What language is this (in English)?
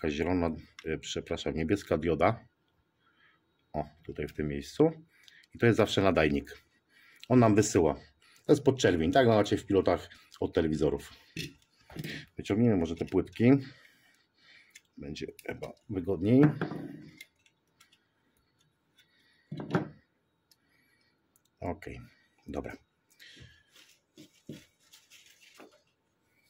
Polish